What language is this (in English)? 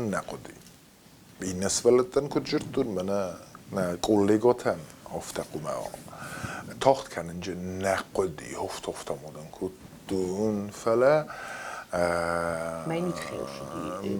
Ossetic